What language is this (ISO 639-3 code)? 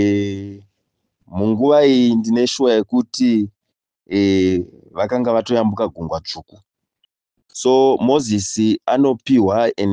sna